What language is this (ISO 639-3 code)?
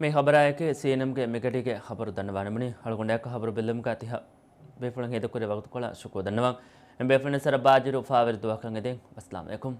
div